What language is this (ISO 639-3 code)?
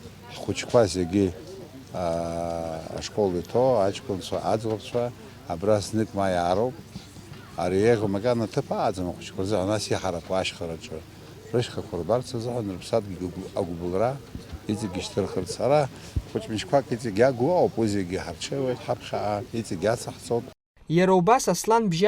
abk